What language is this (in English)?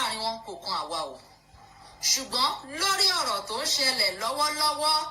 Yoruba